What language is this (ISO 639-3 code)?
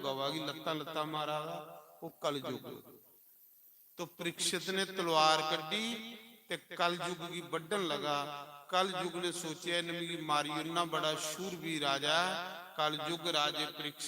doi